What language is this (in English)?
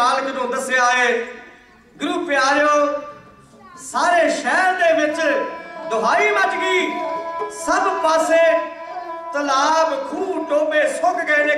Punjabi